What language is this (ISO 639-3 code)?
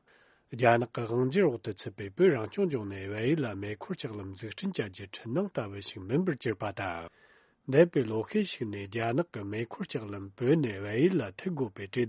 bod